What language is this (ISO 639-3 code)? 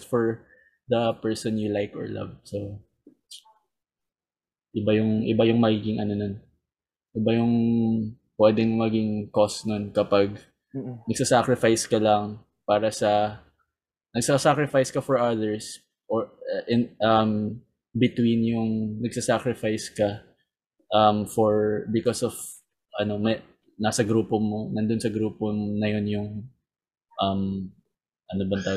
fil